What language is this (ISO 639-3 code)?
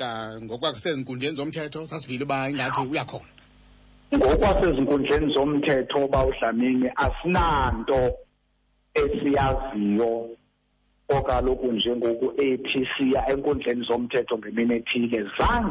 xho